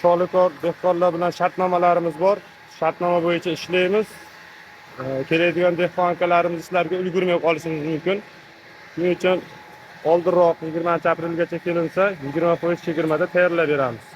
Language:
Uzbek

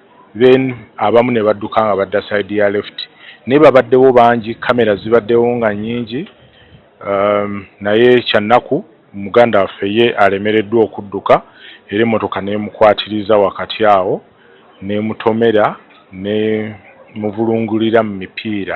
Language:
Ganda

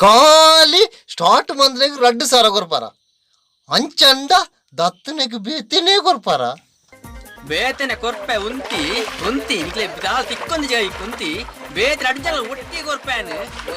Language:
Tulu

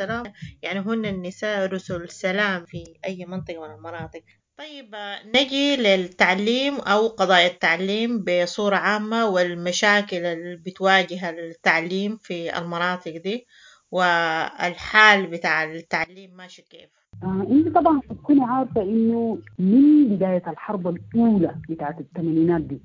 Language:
Sudanese Arabic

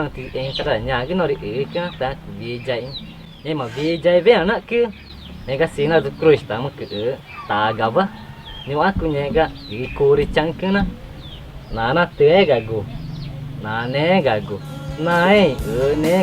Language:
Ticuna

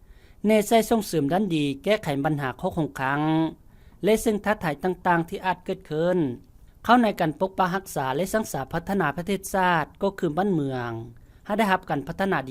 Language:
Lao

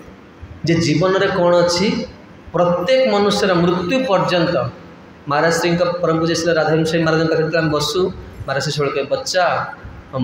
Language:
Odia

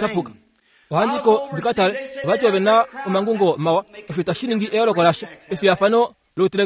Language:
Kuanyama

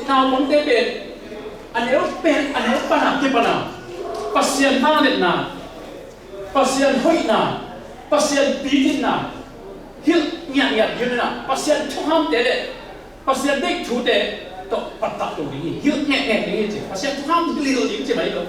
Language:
Tedim Chin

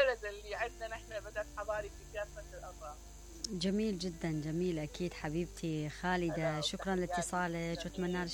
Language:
Mesopotamian Arabic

